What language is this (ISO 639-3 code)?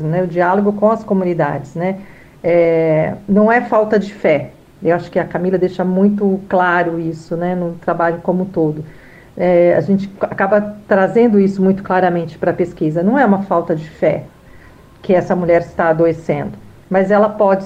por